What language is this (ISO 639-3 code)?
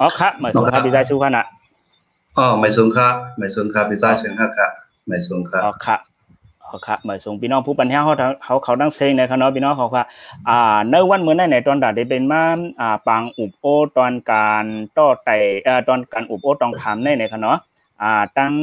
shn